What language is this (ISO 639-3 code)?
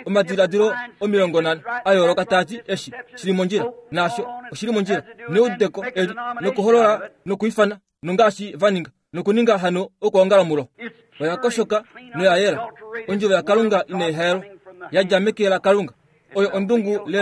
kua